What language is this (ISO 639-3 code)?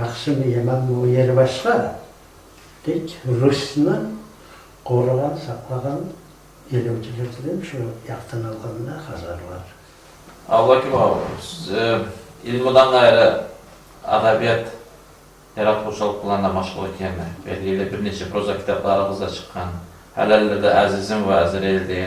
kum